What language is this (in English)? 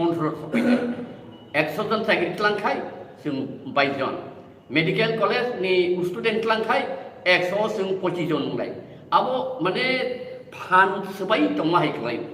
Riang (India)